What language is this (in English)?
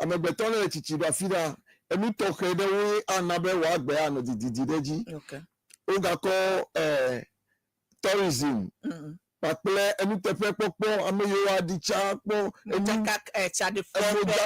Ewe